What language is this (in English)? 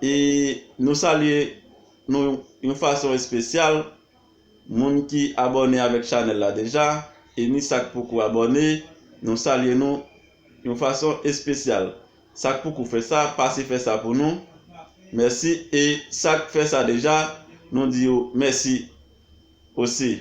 Haitian Creole